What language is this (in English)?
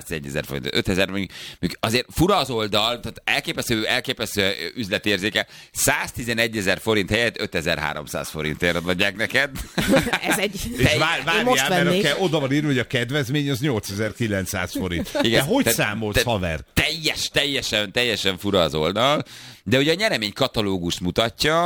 Hungarian